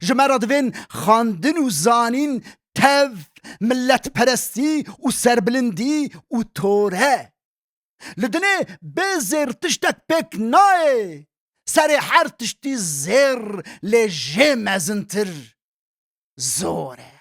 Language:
Kurdish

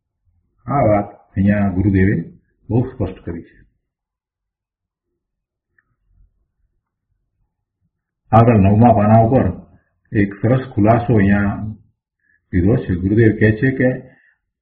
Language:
Gujarati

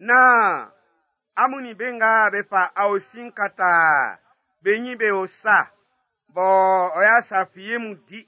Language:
Baoulé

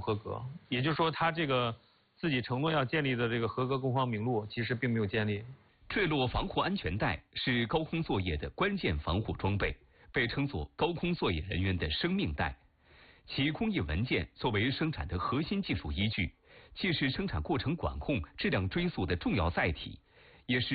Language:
Chinese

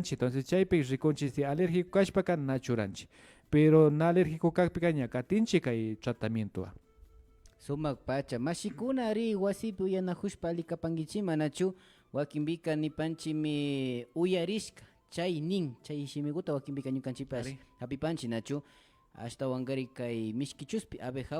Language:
Imbabura Highland Quichua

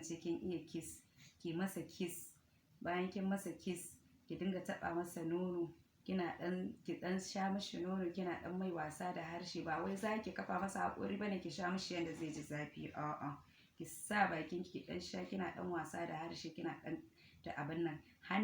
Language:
Hausa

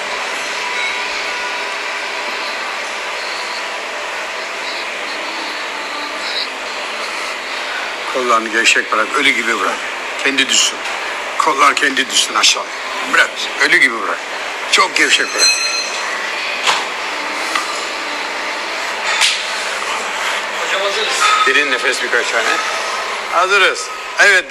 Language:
Turkish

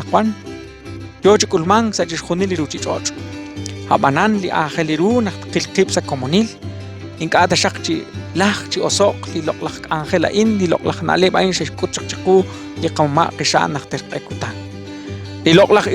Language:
Kekchí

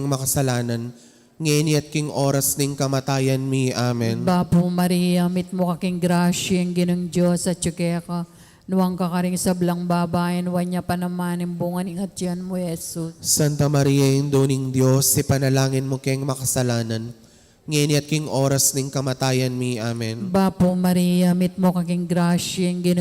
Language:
Pampanga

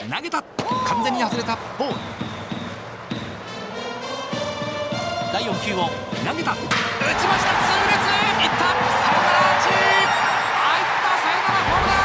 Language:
Japanese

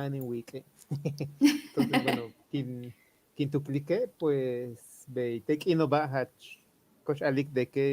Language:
Yucateco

